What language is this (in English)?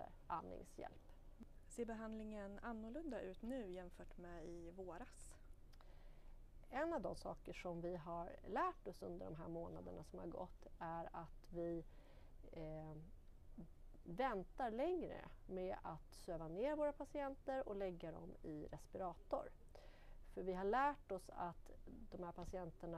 Swedish